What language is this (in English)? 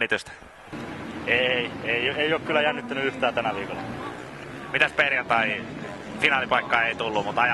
Finnish